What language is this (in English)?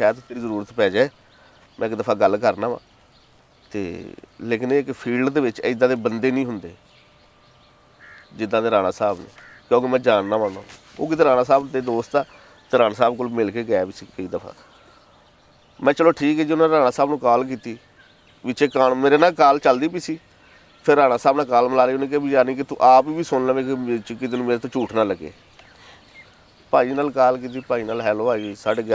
Punjabi